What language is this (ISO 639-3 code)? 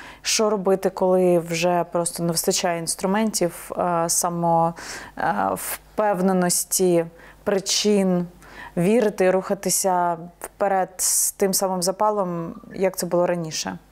ukr